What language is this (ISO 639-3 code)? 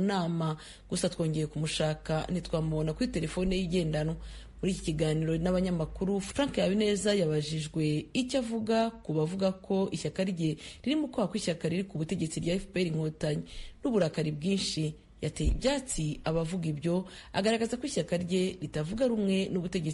kin